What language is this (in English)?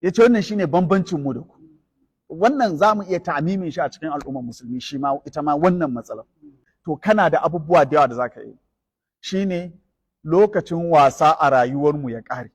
Hausa